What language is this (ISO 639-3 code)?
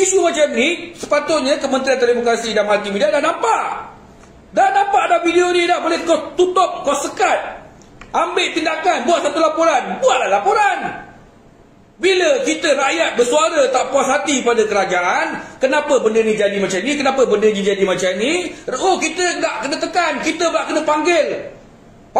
msa